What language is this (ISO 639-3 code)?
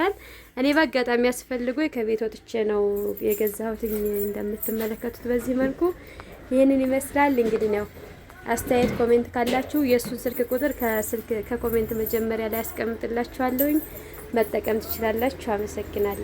amh